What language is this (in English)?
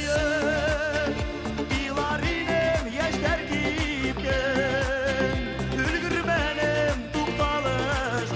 Bashkir